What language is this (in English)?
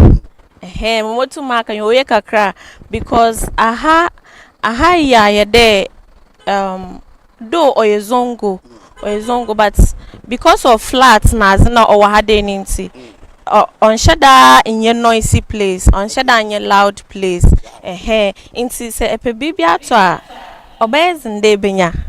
Akan